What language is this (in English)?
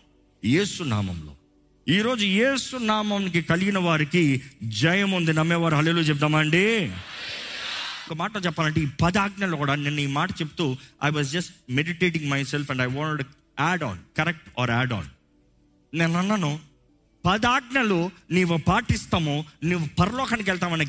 Telugu